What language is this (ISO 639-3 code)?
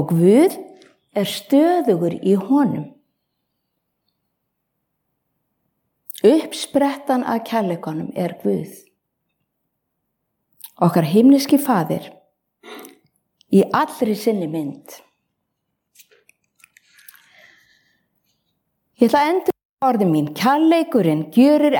isl